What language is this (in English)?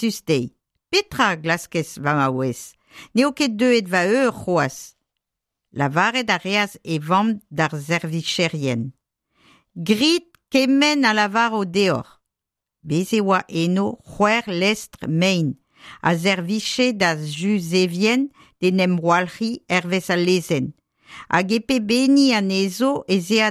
Breton